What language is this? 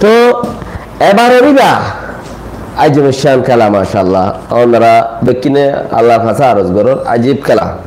Rohingya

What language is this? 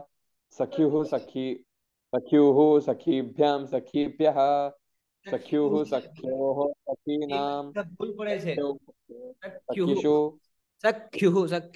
Sanskrit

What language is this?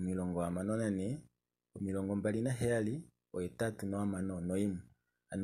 Kuanyama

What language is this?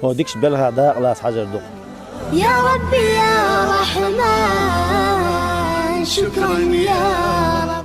Chechen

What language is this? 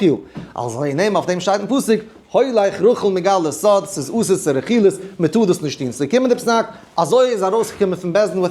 Yiddish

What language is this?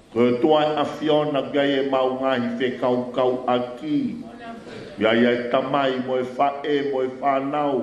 Tongan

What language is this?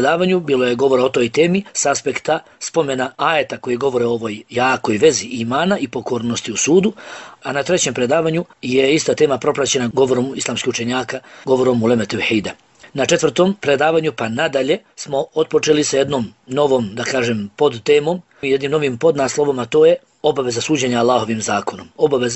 Bosnian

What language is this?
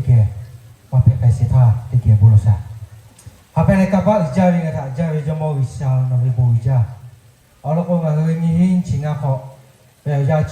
Lahu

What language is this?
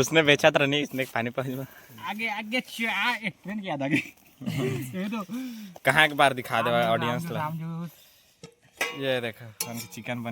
Chhattisgarhi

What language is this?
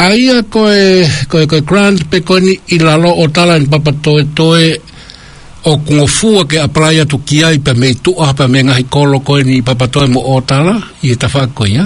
Tongan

